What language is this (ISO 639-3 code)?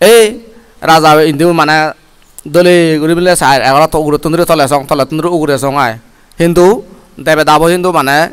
ccp